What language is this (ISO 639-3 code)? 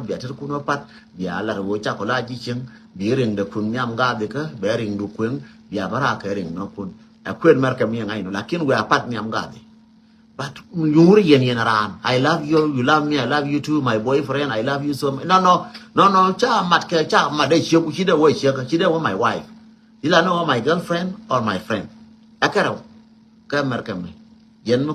nus